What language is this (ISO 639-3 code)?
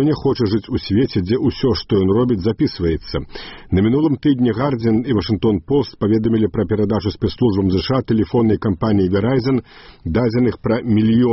bel